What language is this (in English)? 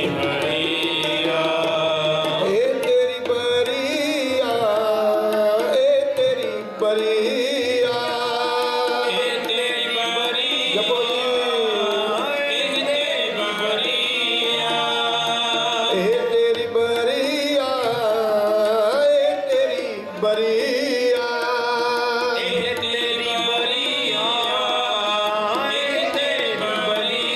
Punjabi